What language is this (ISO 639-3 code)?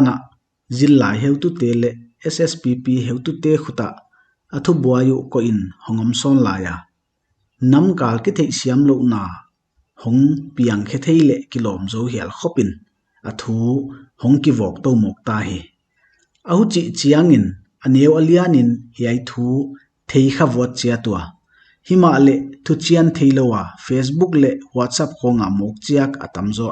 pck